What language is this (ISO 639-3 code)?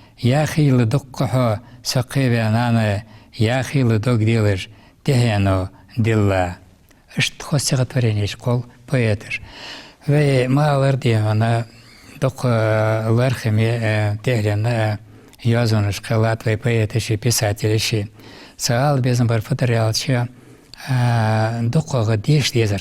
inh